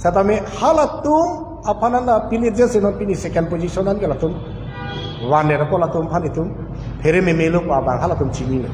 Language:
Karbi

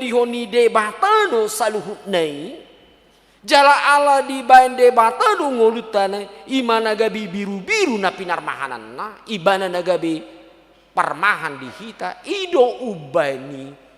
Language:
Batak Toba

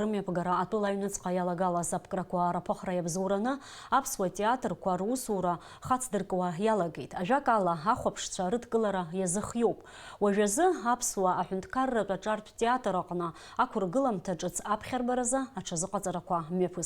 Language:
Abkhazian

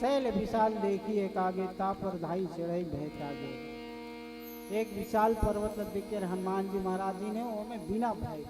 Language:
Chhattisgarhi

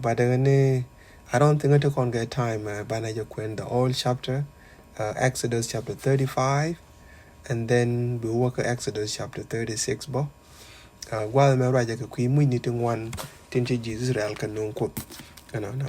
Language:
Nuer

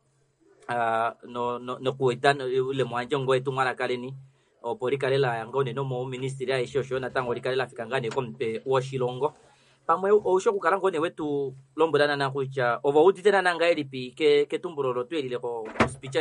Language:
Kuanyama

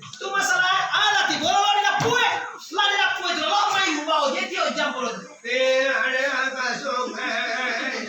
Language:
Minangkabau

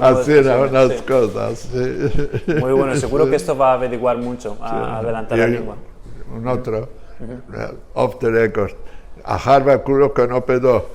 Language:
Ladino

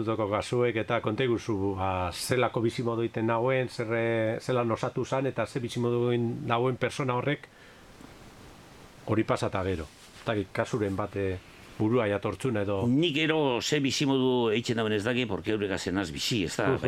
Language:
Basque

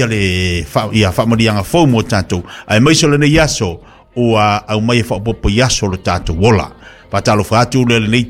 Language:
Samoan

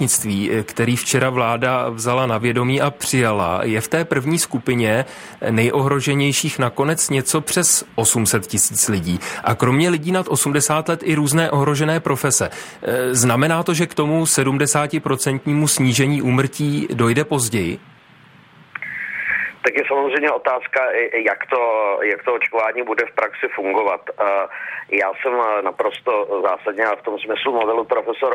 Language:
Czech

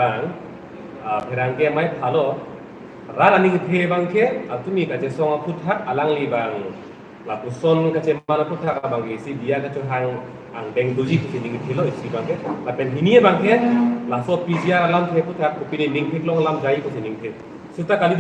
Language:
Karbi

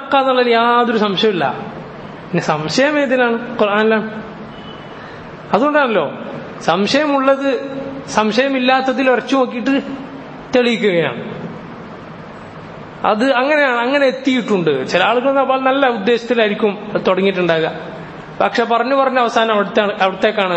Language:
Malayalam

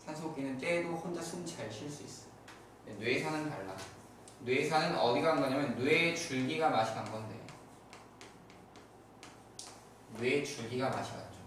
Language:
Korean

